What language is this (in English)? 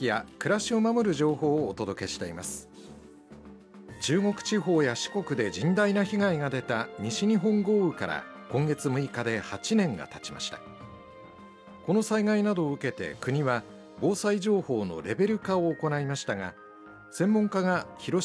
Japanese